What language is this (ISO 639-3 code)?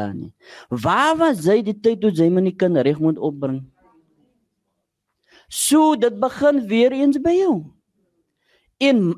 afr